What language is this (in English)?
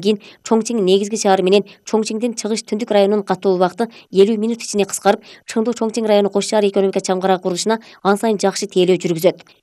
Kyrgyz